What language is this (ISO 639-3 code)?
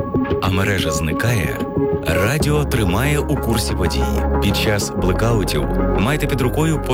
ukr